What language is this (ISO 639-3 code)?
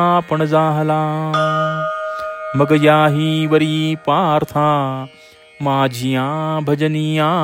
mar